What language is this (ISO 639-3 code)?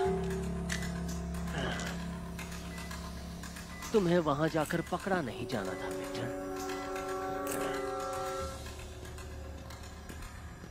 hin